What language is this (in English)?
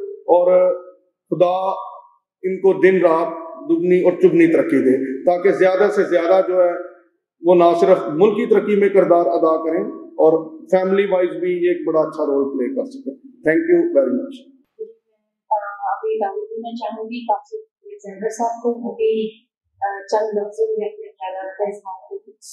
Urdu